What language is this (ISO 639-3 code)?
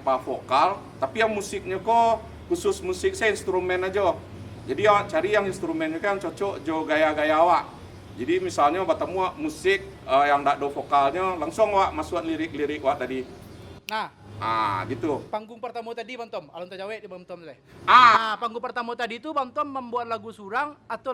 min